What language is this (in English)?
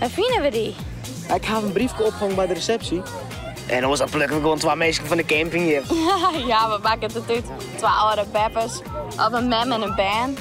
Western Frisian